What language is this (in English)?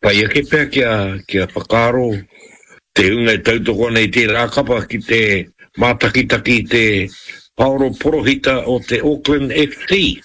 Māori